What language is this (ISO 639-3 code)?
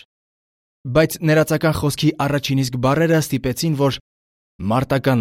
hye